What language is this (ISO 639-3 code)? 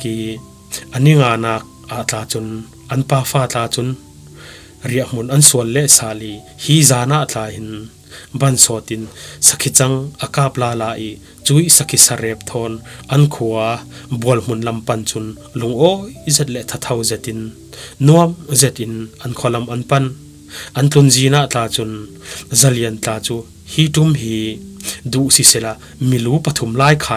cfm